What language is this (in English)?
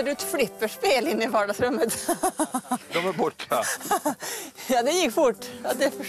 Swedish